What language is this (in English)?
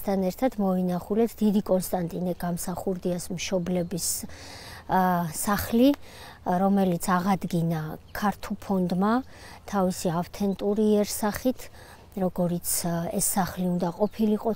Georgian